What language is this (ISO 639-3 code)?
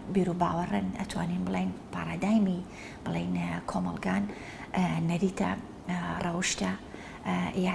ckb